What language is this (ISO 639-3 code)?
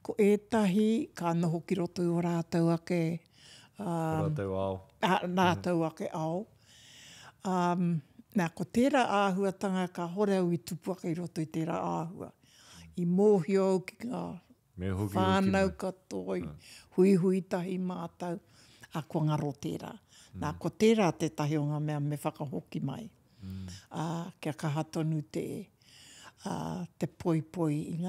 mri